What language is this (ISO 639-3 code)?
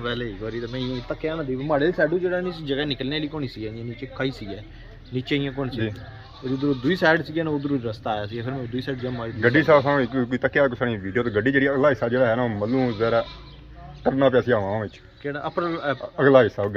phr